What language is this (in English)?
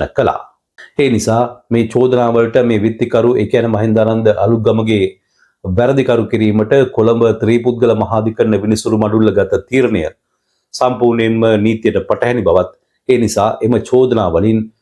Sinhala